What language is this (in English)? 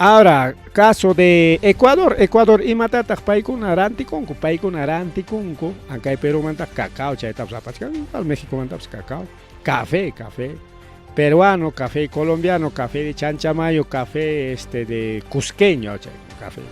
Ayacucho Quechua